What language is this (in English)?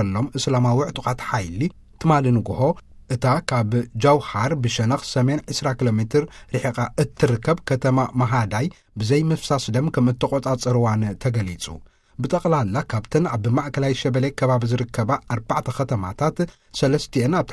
Tigrinya